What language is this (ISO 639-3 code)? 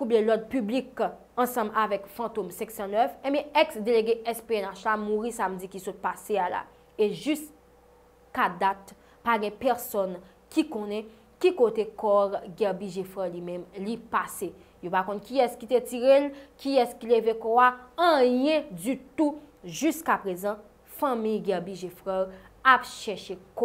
hat